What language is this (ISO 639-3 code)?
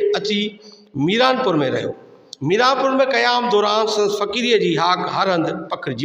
snd